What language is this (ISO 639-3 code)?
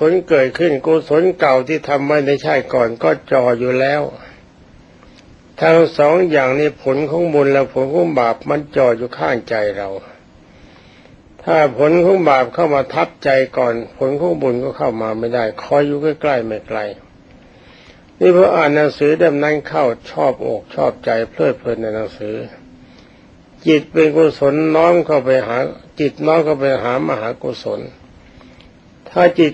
tha